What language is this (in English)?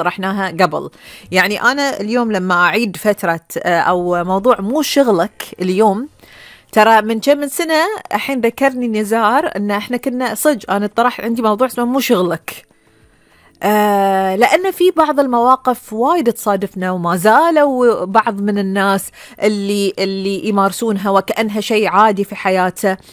Gulf Arabic